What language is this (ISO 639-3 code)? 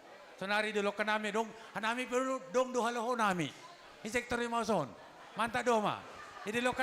bts